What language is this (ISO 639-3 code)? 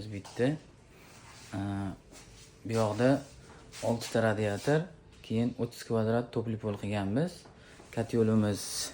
uzb